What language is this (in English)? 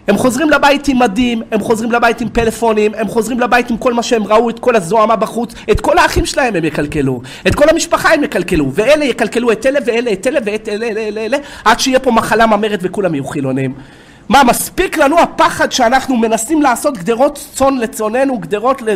Hebrew